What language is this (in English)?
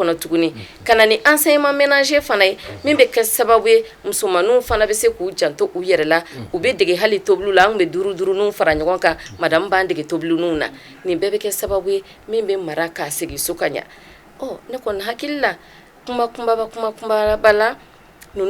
Bambara